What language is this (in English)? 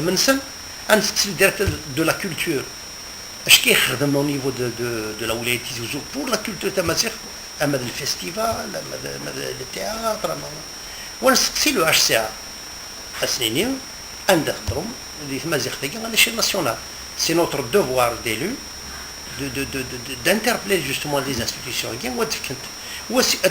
Kabyle